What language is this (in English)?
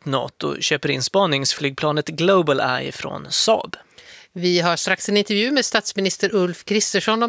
Swedish